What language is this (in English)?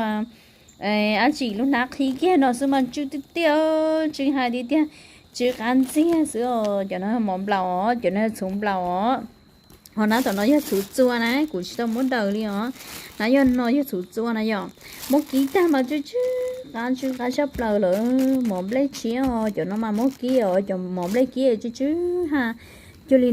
Hmong